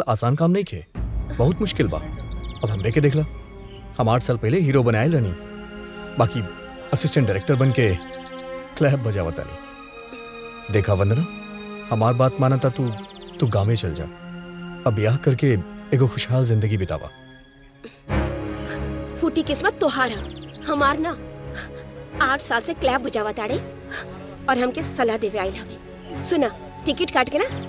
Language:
Bhojpuri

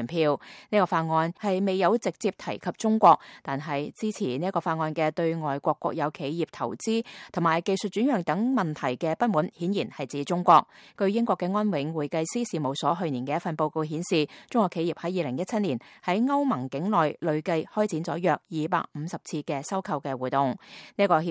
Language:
Cantonese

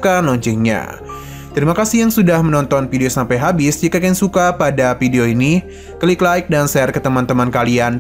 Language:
Indonesian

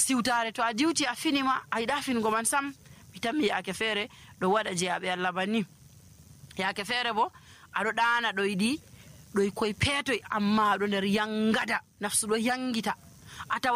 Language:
Nigerian Fulfulde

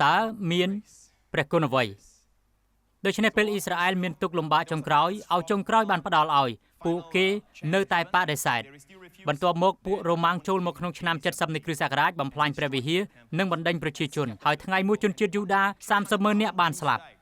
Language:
Khmer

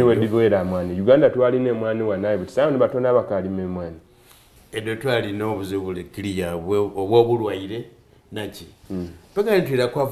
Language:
Soga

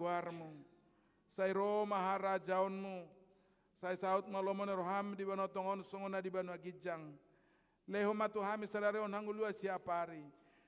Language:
Batak Toba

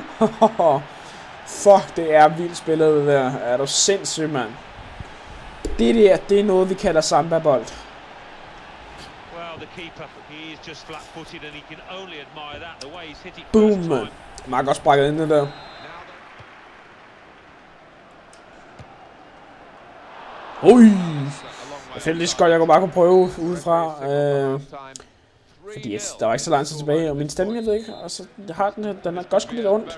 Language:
Danish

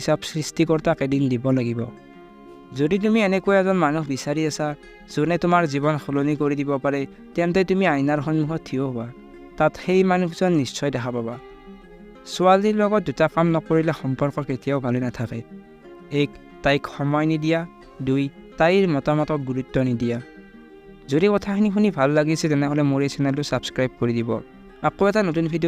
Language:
Assamese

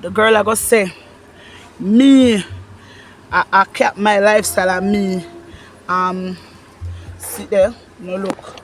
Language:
Jamaican Creole English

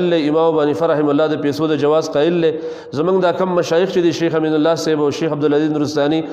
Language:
Pashto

